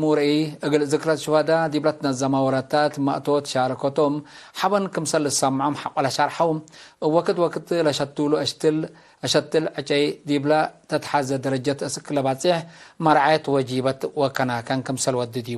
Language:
Tigre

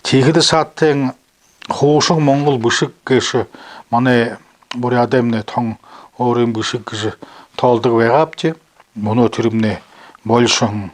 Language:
Buriat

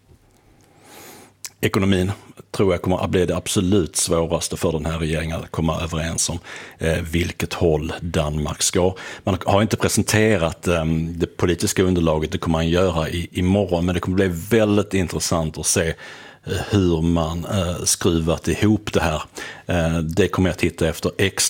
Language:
Swedish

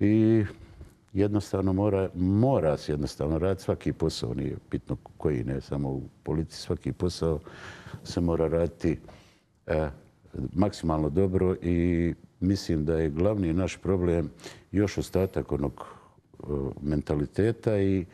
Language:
Bosnian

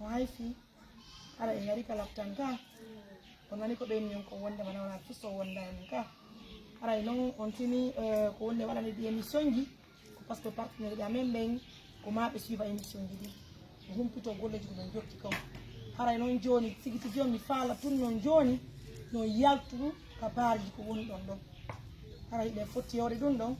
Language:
Pular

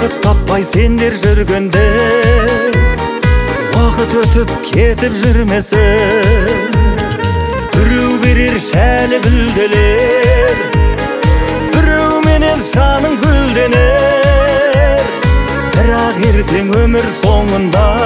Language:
Kazakh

